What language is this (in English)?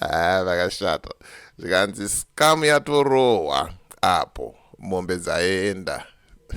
Shona